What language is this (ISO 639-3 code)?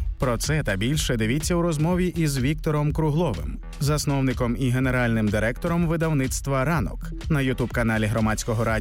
ukr